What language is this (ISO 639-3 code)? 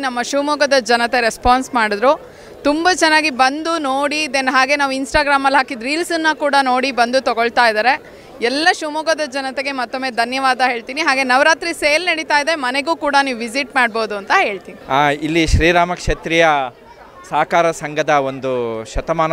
kan